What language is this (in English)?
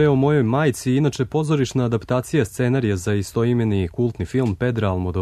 Serbian